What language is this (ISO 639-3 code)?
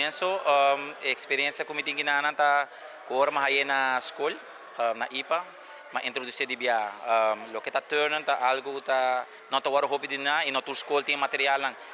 pap